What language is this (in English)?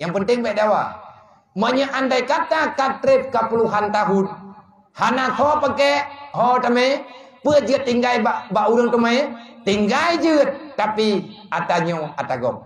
Achinese